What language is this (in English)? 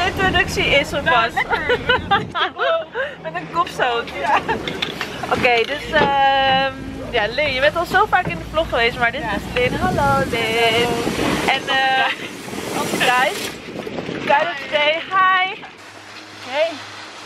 Dutch